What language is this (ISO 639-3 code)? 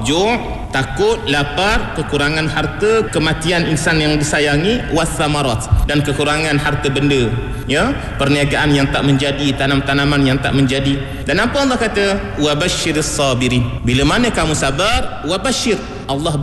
msa